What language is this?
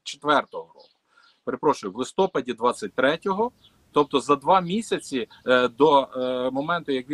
Ukrainian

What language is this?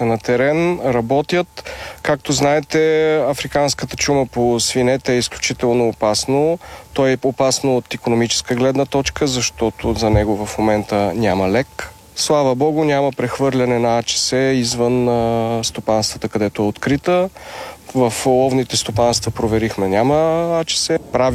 Bulgarian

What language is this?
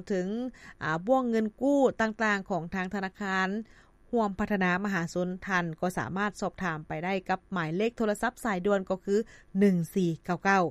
Lao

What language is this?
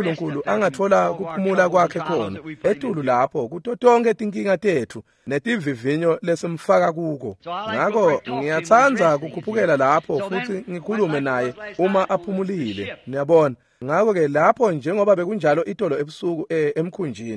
Swati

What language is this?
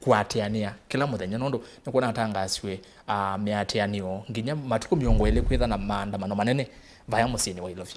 Kamba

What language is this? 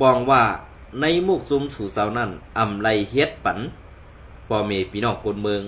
Shan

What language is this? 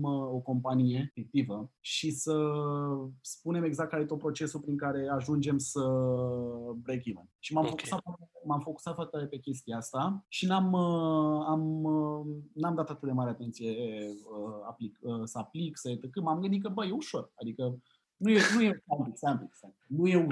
Romanian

